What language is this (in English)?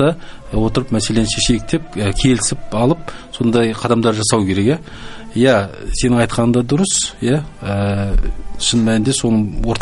Kazakh